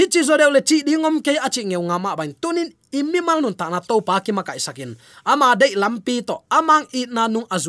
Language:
Tedim Chin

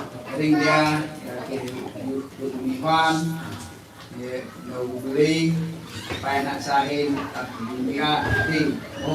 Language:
Central Mnong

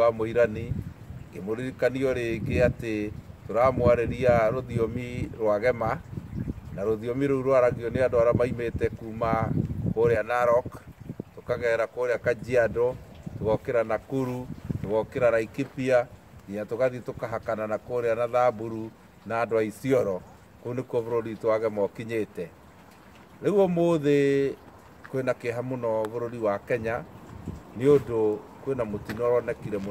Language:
Kikuyu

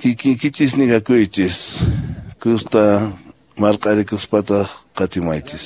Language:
Quechua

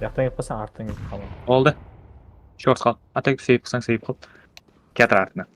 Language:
Kara-Kalpak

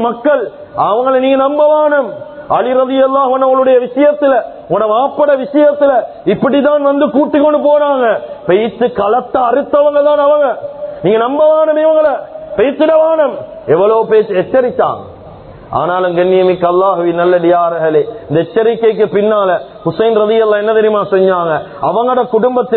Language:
Tamil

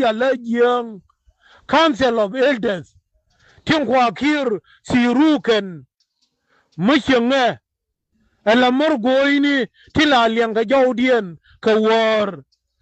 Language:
Nuer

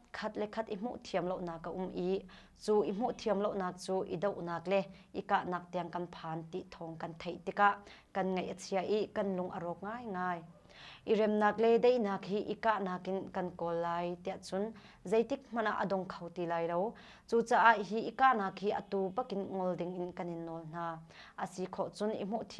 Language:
Hakha Chin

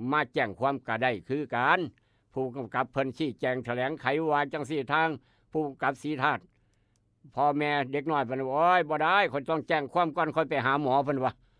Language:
Northeastern Thai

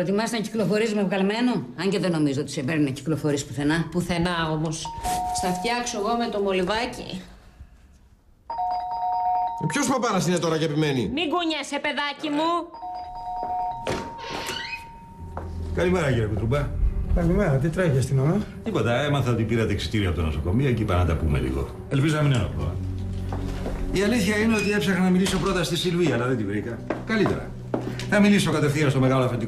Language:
Greek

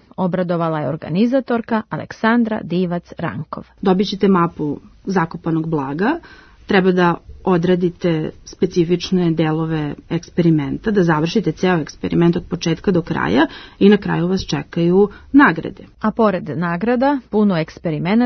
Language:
Serbian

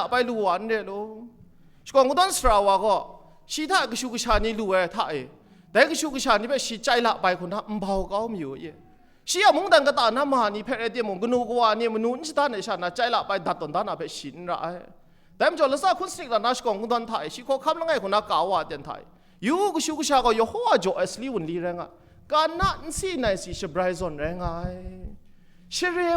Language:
Kachin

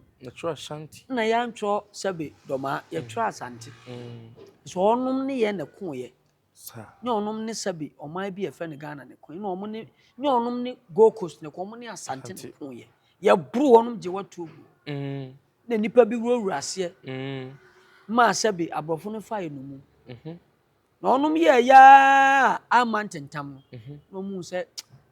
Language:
Akan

